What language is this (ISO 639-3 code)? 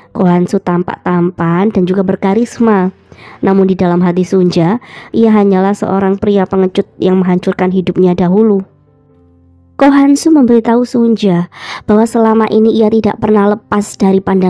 ind